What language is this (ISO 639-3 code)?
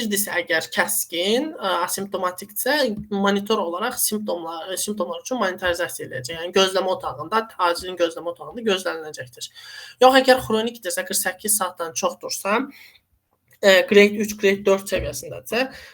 aze